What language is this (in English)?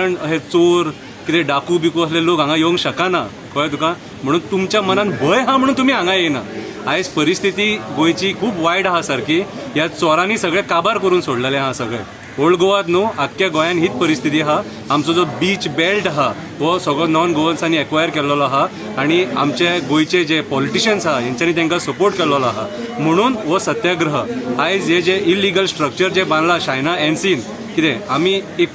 Konkani